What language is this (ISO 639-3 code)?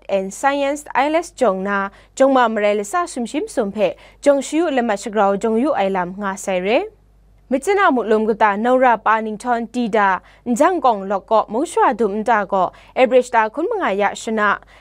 kac